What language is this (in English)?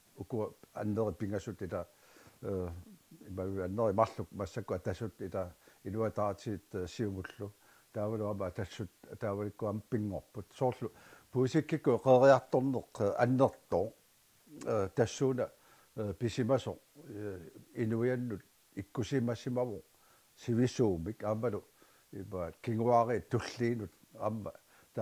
Kalaallisut